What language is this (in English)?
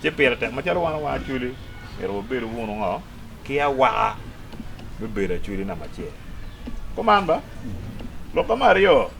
Acoli